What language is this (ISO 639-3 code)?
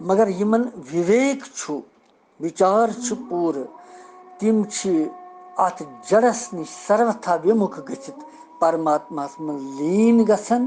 kas